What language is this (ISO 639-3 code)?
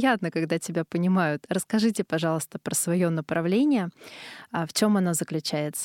rus